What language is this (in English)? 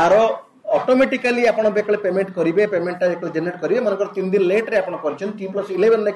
Odia